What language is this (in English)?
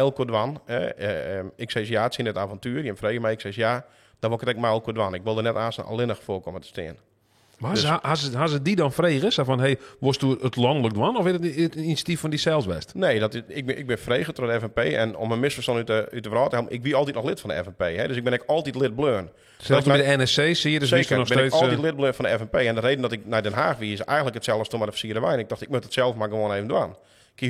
Western Frisian